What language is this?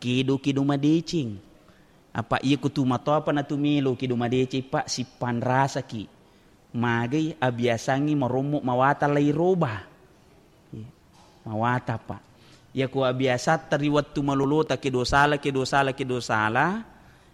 Buginese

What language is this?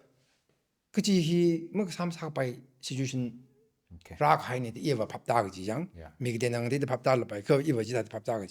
Tangkhul Naga (India)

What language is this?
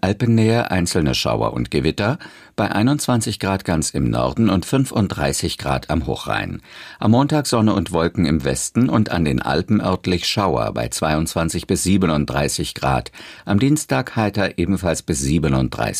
German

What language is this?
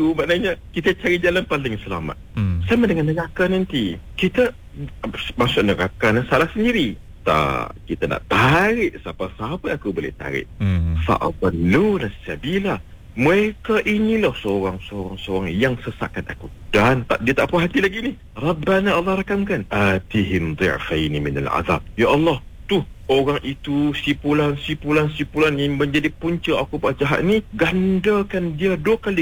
Malay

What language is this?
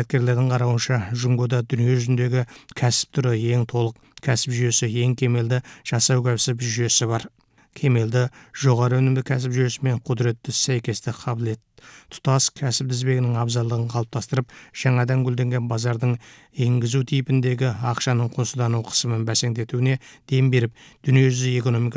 Kazakh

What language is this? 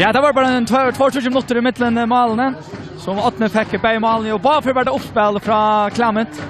Faroese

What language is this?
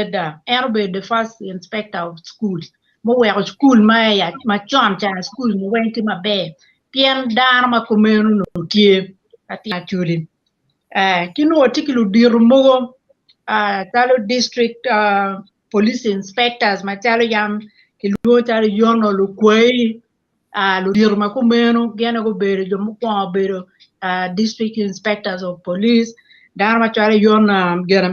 Acoli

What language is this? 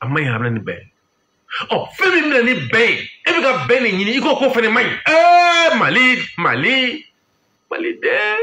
Bambara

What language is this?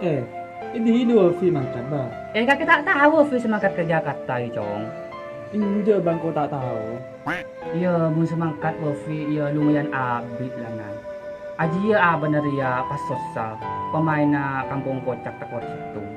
Madurese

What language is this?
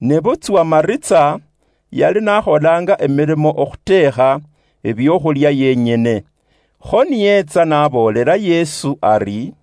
Luyia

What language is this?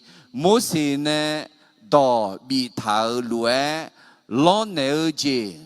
Akha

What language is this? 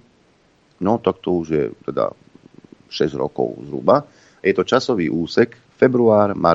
Slovak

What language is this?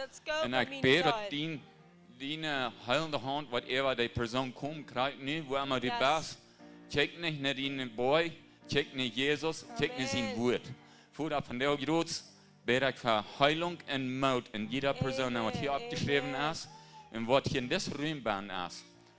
Plautdietsch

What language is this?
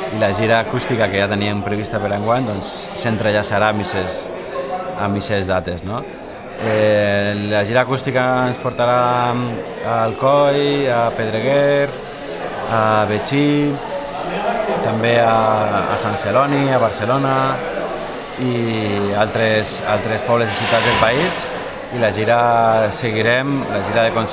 Catalan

